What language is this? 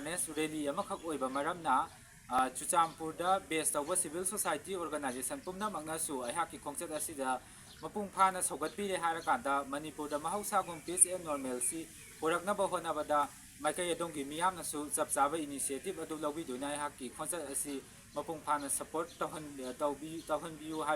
Manipuri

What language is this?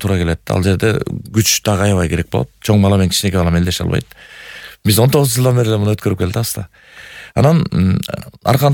Kyrgyz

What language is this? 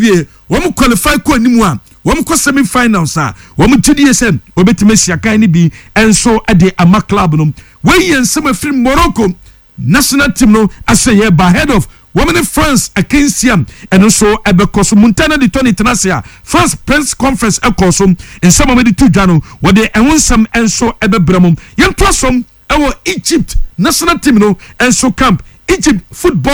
Akan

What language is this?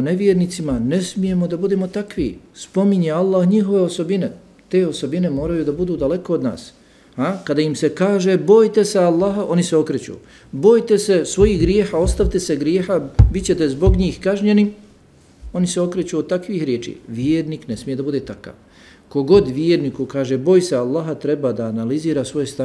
Bosnian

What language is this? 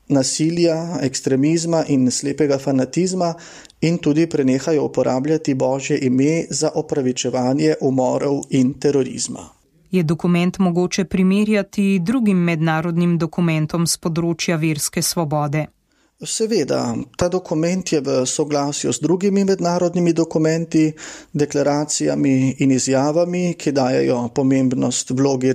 Slovenian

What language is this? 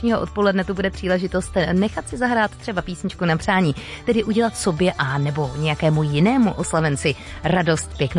Czech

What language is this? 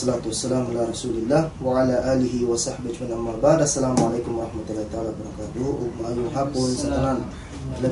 Cebuano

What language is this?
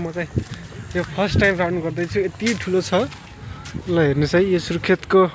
Nepali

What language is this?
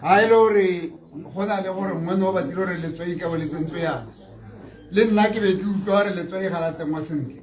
Tswana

